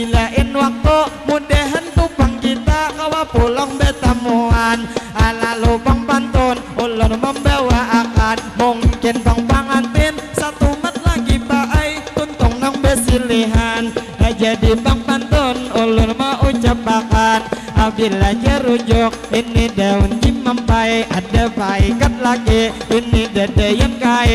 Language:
Banjar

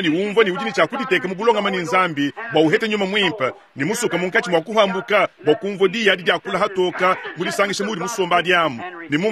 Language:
Luba-Lulua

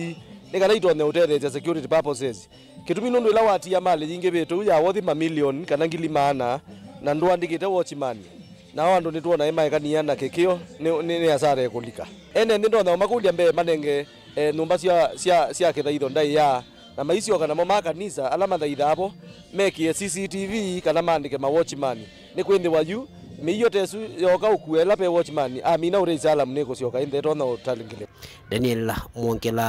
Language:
Kamba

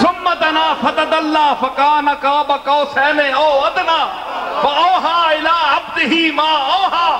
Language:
Western Panjabi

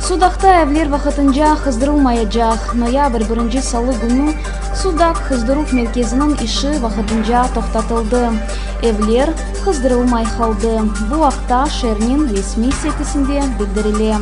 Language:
Crimean Tatar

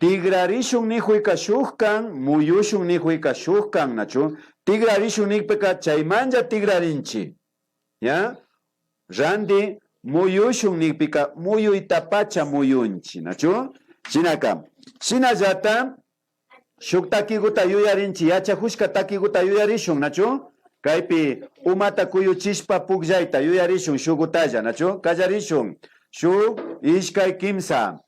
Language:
Imbabura Highland Quichua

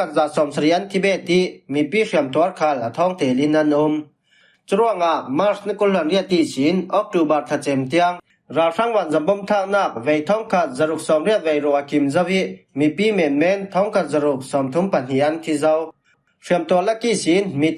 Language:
Falam Chin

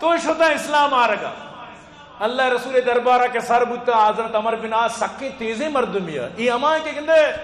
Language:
Eastern Balochi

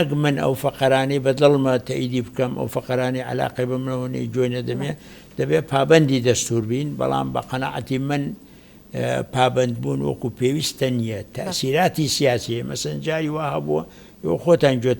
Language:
Central Kurdish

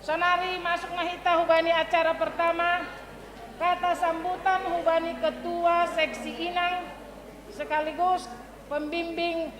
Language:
Batak Simalungun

